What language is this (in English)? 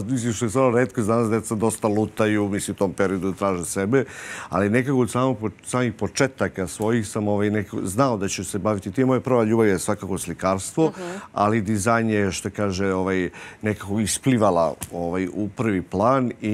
Serbian